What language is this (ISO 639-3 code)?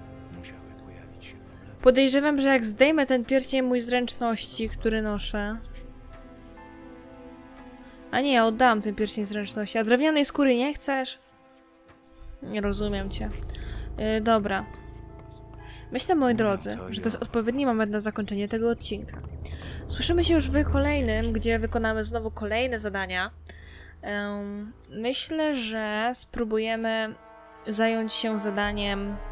pol